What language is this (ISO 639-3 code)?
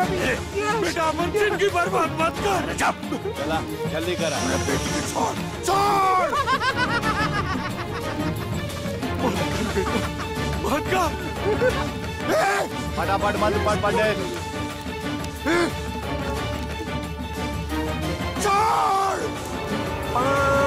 bho